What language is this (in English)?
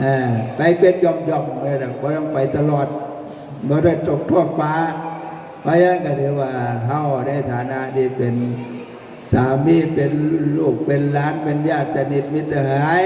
Northeastern Thai